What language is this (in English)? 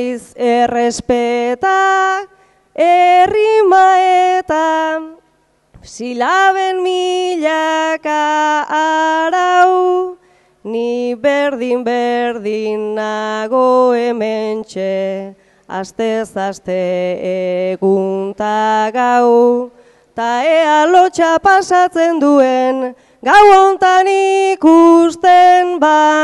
Basque